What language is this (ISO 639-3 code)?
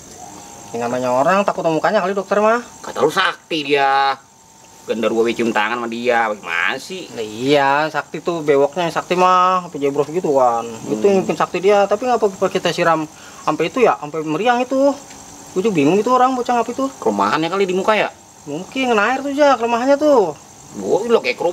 bew